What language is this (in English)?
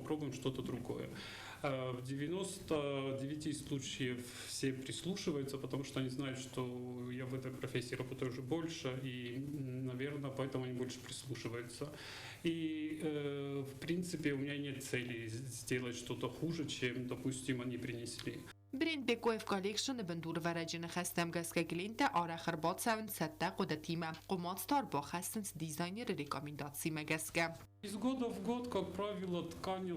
Ossetic